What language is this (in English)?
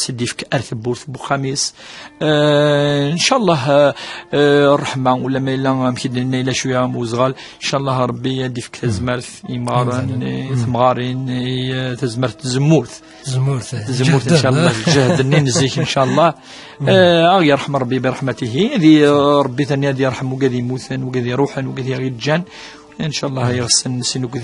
Kabyle